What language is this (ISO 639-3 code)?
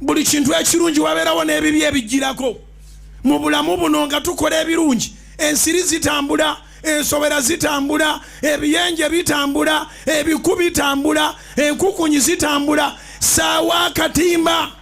lug